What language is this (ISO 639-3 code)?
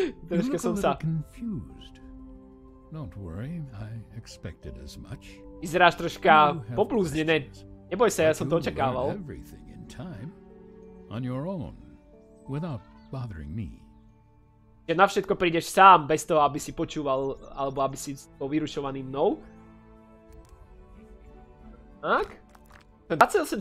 slk